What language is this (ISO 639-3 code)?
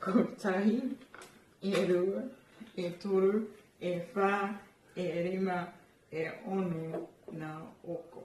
mri